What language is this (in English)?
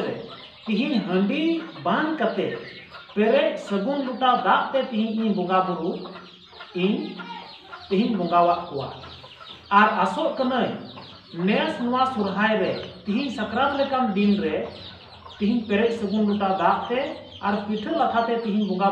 Santali